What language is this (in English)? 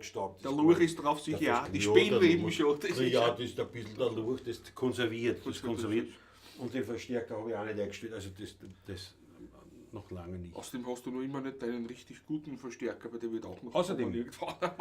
Bavarian